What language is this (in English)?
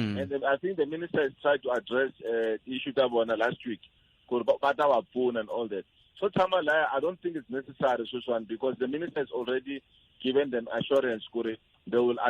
Tsonga